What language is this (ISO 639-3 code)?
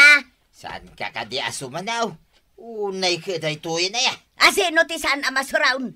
ilo